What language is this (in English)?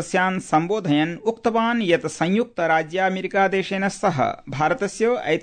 Sanskrit